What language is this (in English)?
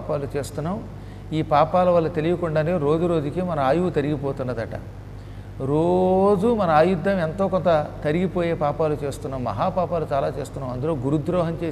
Telugu